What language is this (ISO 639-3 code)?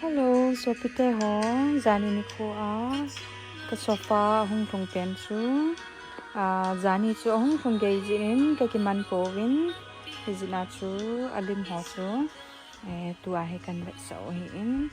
tcz